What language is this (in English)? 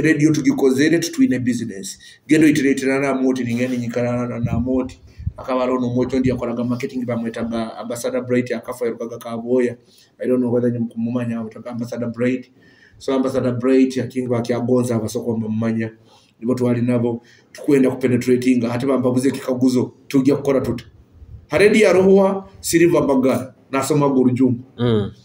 Nyoro